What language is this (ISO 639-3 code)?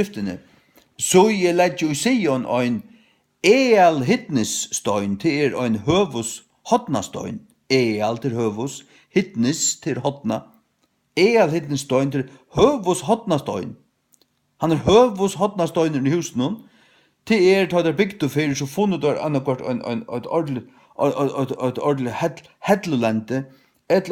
fao